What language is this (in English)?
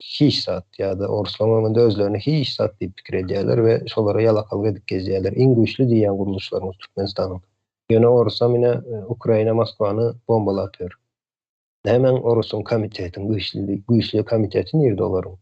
Turkmen